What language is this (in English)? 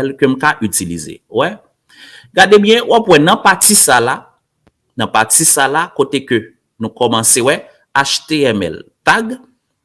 Haitian Creole